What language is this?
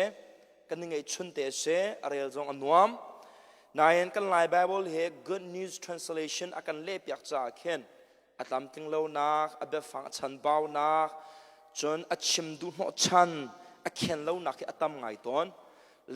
Hakha Chin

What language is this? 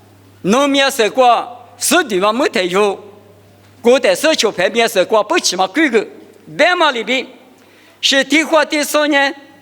Lisu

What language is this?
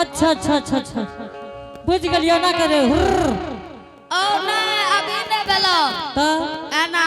Angika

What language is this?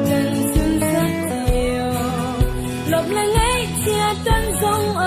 Hakha Chin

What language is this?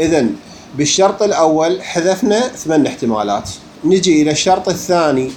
Mesopotamian Arabic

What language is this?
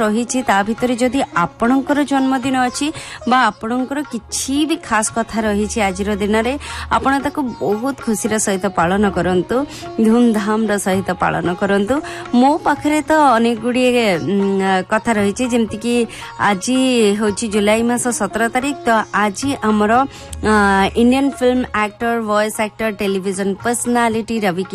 Odia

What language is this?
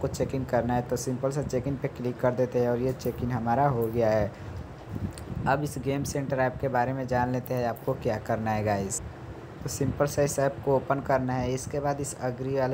Hindi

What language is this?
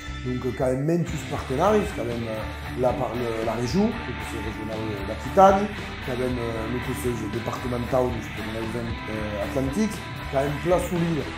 Occitan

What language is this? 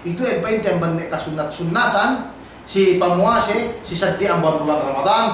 Yakan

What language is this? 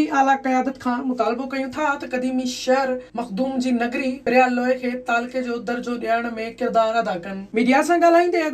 Sindhi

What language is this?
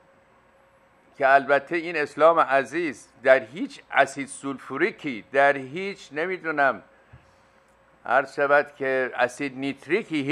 Persian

